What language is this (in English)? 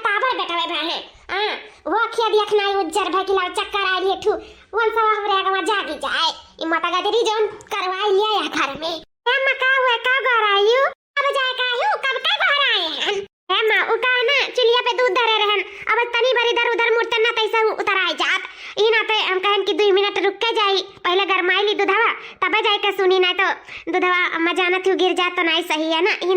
Awadhi